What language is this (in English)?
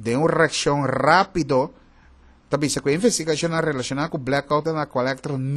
Papiamento